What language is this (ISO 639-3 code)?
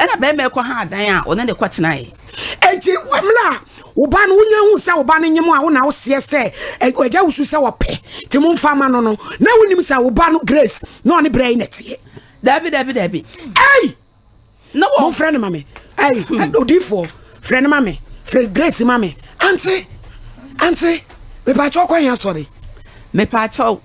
aka